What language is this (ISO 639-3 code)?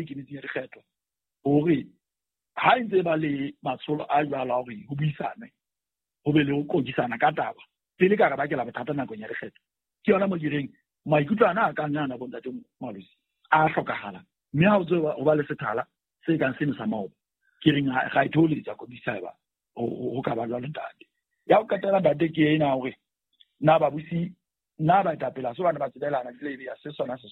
sot